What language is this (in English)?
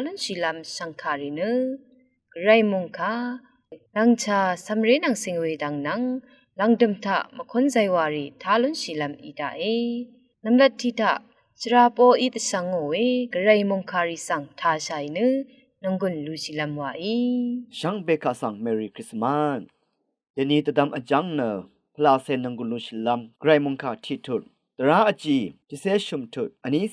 Rawang